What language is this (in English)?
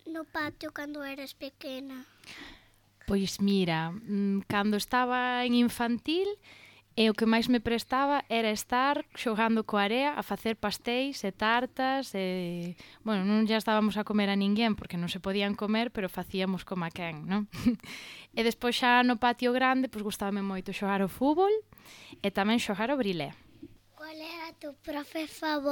Galician